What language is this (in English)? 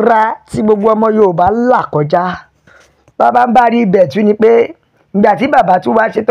Yoruba